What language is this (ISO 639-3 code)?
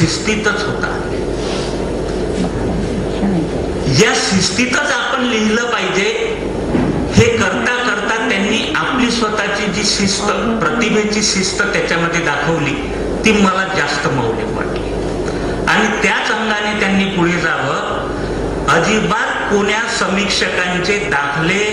mar